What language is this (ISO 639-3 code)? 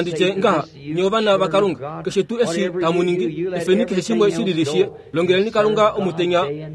kua